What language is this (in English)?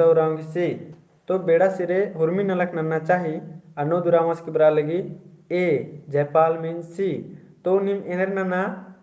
Kurukh